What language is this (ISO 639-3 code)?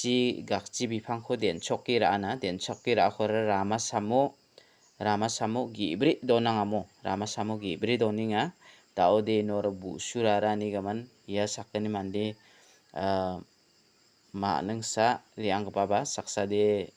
grt